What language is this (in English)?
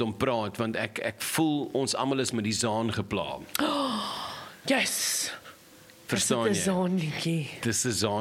Afrikaans